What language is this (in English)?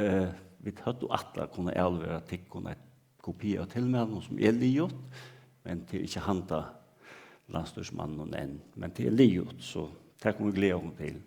Faroese